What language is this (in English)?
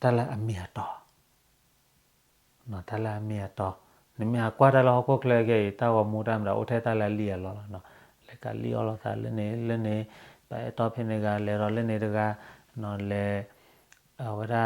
S'gaw Karen